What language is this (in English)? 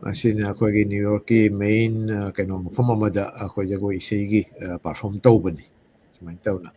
Manipuri